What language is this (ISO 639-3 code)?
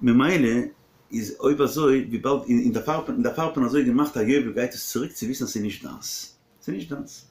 yid